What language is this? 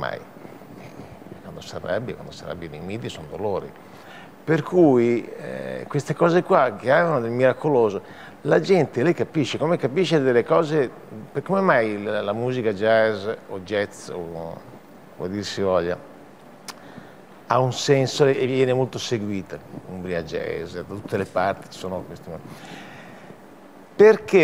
Italian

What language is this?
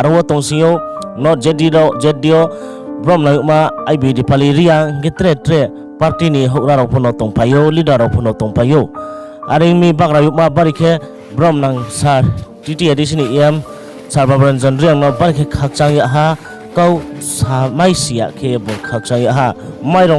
Riang (India)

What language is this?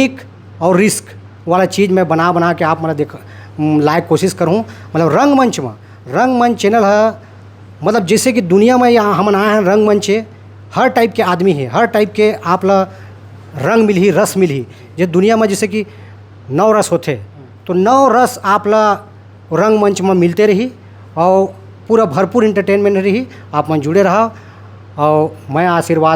Chhattisgarhi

